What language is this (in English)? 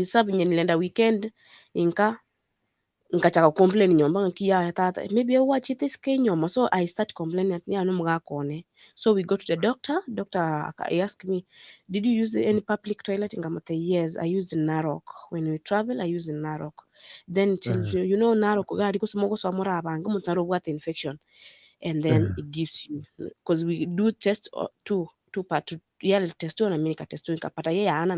Gusii